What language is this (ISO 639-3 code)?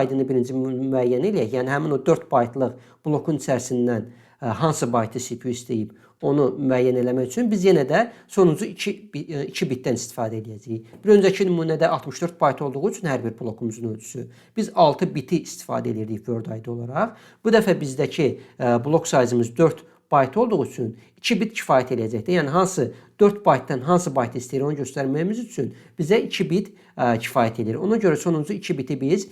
aze